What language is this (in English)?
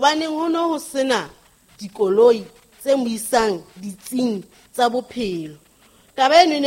Southern Sotho